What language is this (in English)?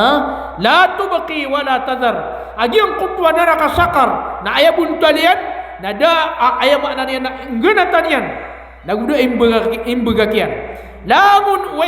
Maranao